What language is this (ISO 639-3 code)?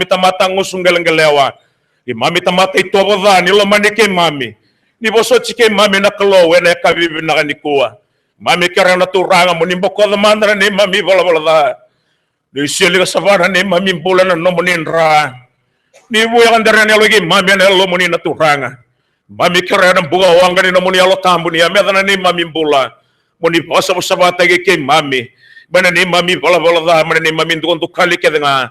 fij